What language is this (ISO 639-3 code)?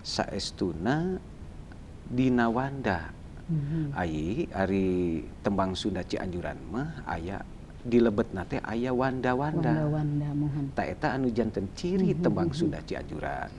sun